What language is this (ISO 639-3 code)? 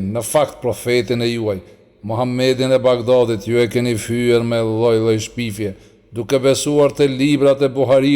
sqi